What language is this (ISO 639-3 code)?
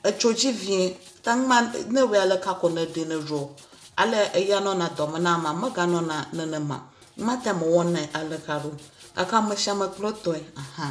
ewe